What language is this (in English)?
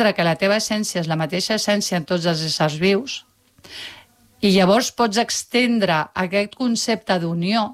Catalan